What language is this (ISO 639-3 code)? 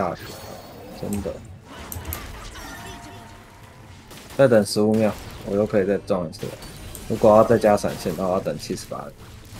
zho